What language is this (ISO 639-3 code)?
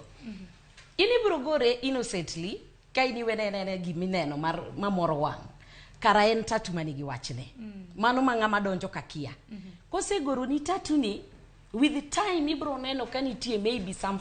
luo